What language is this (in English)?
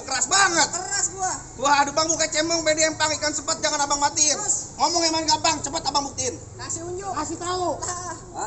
Betawi